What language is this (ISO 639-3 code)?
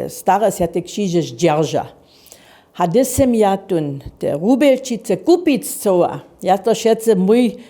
hsb